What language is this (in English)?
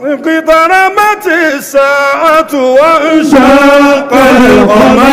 Yoruba